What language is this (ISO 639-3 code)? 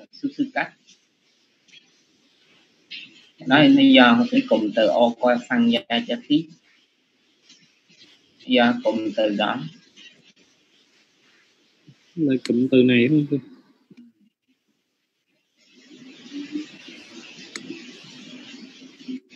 vie